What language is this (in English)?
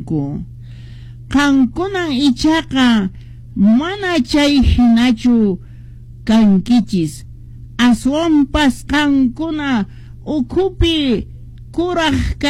Quechua